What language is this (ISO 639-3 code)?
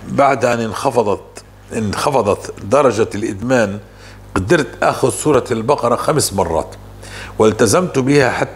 apc